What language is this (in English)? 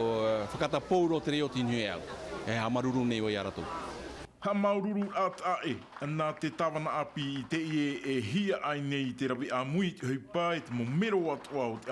Tahitian